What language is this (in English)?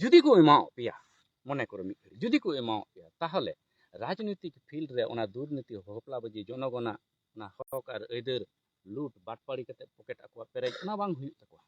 Santali